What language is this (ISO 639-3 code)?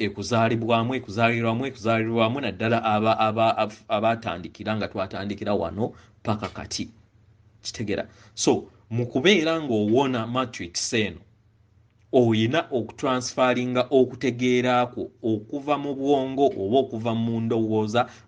lug